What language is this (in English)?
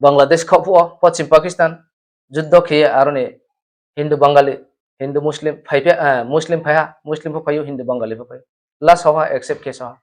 Riang (India)